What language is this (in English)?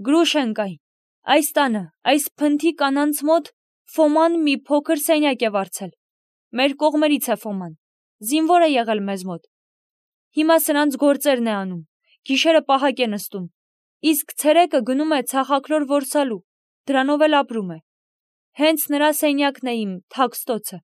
Armenian